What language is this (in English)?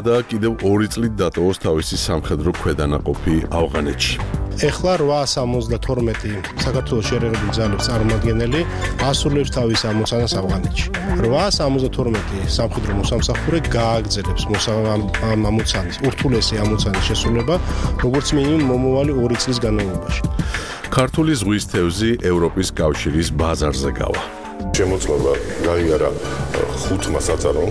Georgian